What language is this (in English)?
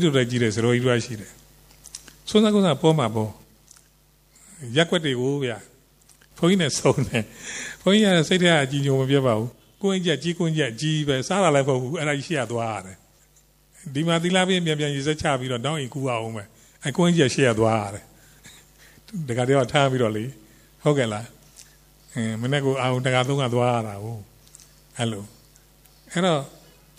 Burmese